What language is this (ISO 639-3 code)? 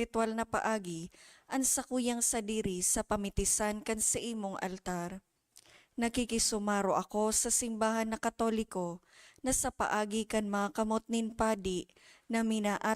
bik